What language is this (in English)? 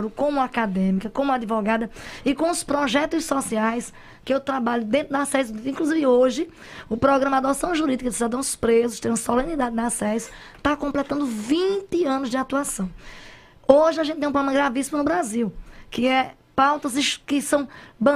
Portuguese